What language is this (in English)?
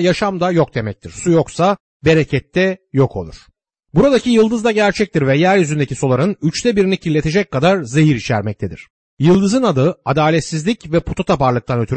Turkish